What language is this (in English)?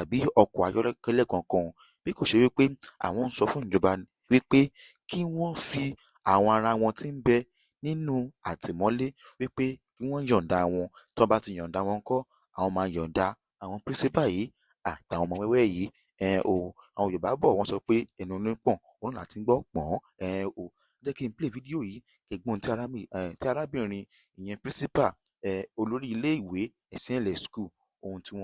Yoruba